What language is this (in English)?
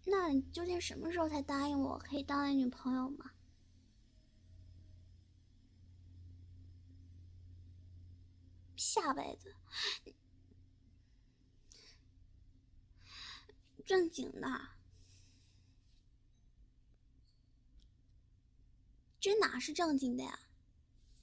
Chinese